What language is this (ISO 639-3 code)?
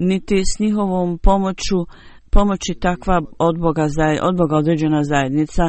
bos